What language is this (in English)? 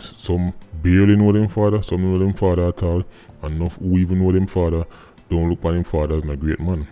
Jamaican Creole English